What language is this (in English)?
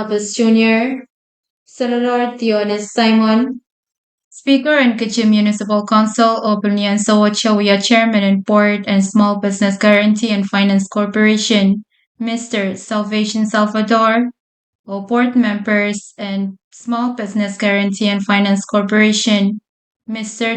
Pohnpeian